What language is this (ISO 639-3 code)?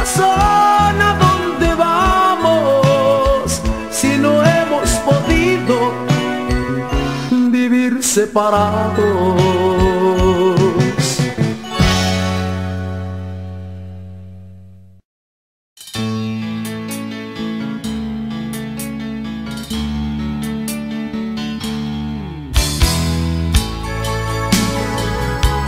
spa